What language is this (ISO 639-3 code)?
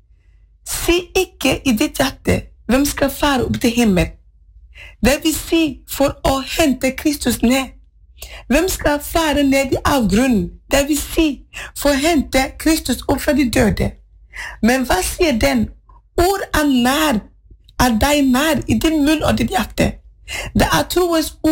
nor